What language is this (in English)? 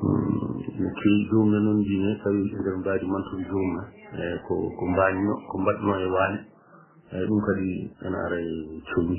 Fula